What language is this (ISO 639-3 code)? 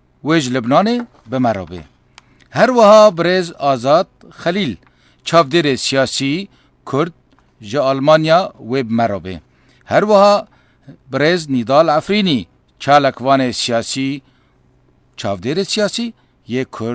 kur